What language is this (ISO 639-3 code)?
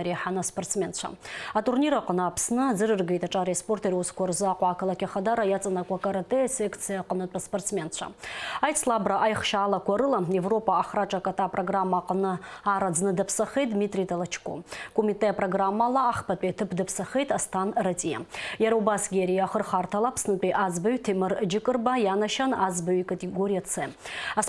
abk